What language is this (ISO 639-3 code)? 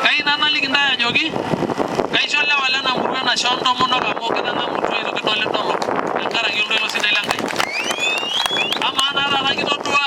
mas